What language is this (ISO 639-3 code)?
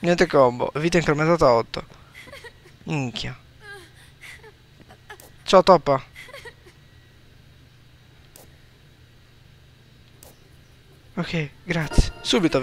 ita